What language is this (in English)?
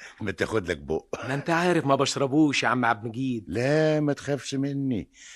Egyptian Arabic